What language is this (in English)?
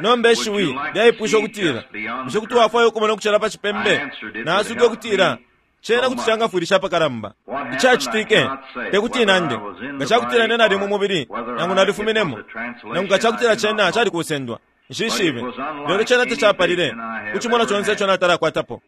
Bemba